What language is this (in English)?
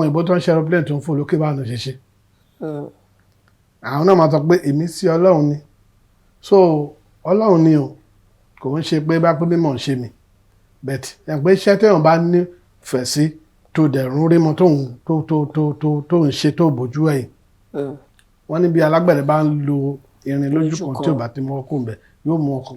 Yoruba